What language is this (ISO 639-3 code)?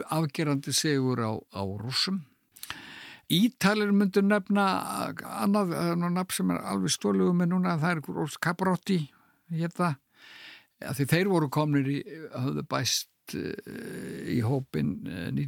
isl